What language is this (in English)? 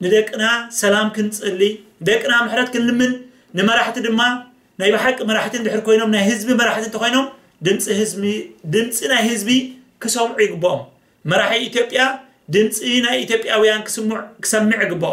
Tigrinya